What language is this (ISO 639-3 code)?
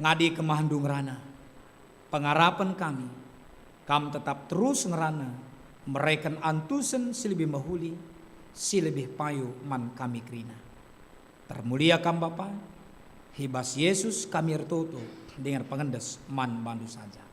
btx